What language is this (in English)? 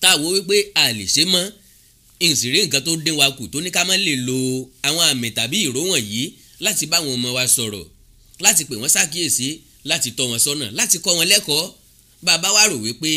Yoruba